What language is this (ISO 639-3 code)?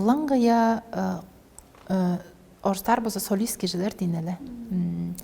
tyv